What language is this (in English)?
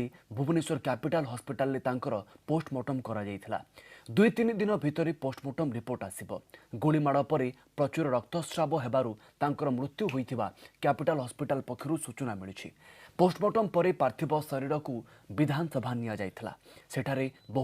Odia